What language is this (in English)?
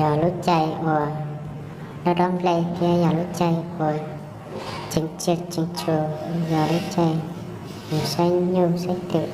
Hmong